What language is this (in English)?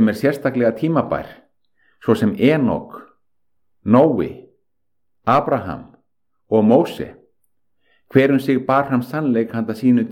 Icelandic